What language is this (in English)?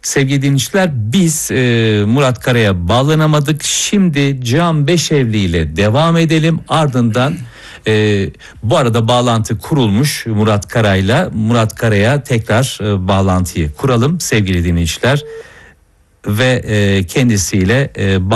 Turkish